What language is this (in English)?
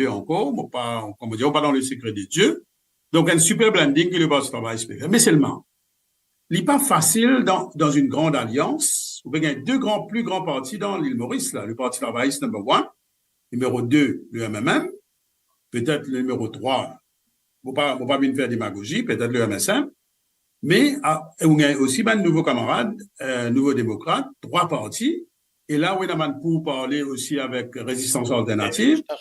Morisyen